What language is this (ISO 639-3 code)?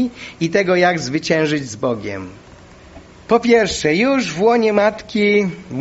pol